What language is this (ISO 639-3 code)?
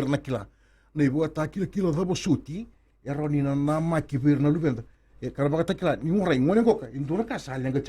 fij